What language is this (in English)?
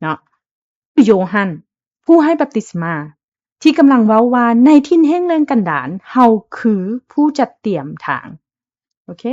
Lao